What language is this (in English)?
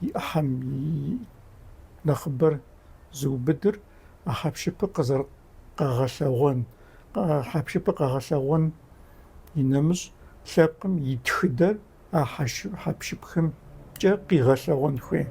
Kabardian